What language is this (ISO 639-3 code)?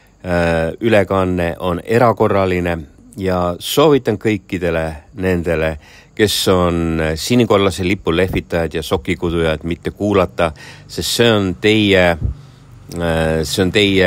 est